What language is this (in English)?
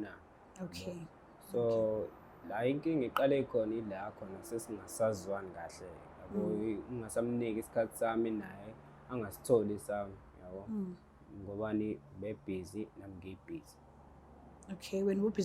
Zulu